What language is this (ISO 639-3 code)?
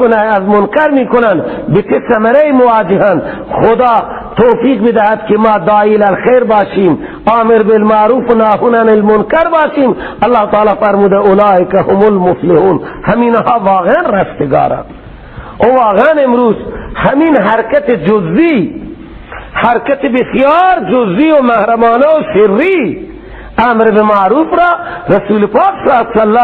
fas